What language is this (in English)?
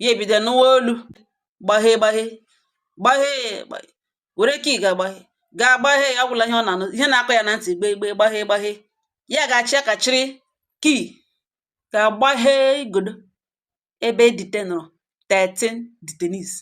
Igbo